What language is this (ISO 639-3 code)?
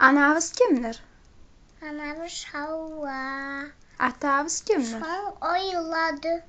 kum